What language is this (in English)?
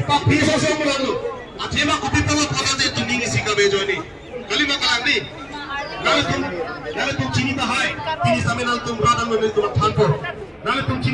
Karbi